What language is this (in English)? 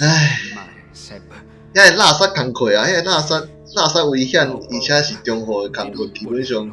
Min Nan Chinese